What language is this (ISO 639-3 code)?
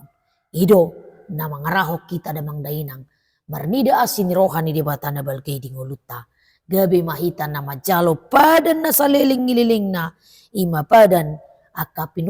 bbc